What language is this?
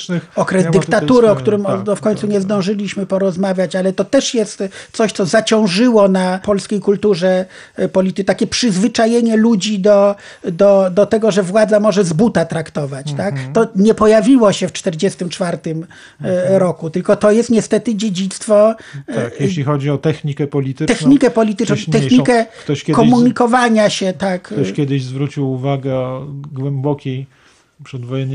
Polish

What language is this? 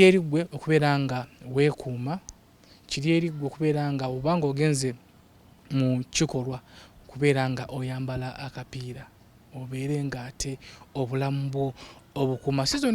Ganda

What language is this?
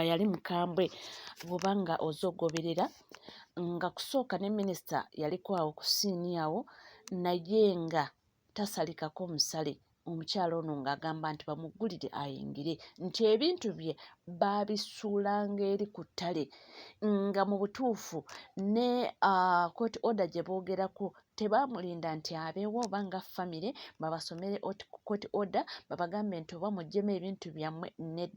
Ganda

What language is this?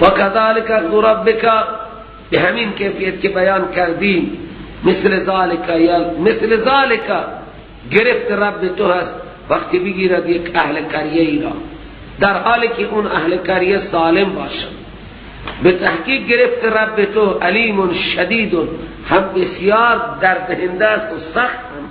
Persian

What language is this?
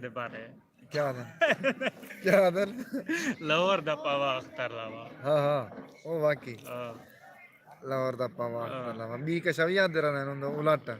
Saraiki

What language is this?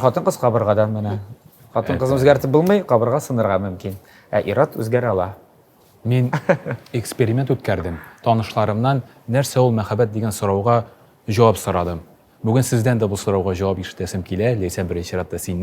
Tatar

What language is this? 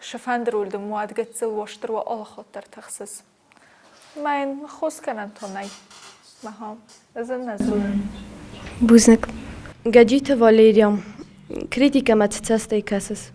Ossetic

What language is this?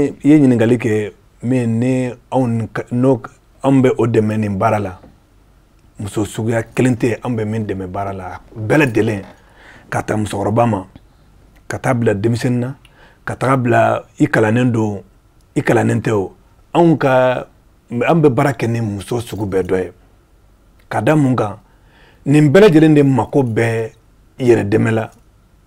Bambara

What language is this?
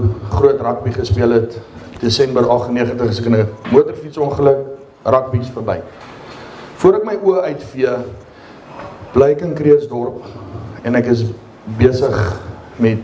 Afrikaans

